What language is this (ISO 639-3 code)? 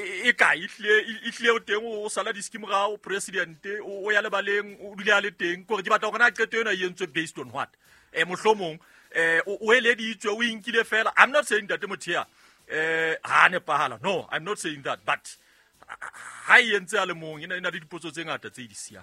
sot